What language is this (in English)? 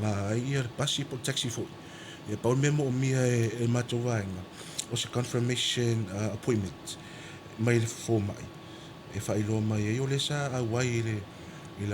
Samoan